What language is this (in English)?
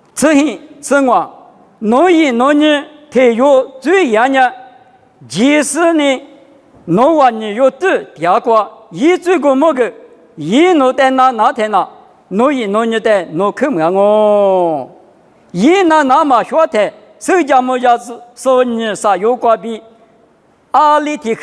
Lisu